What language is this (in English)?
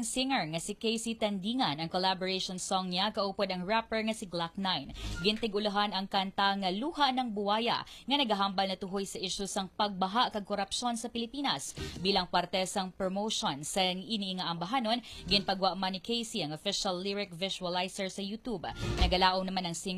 Hiligaynon